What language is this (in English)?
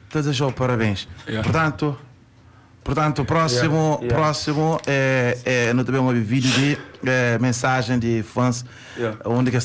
Kabuverdianu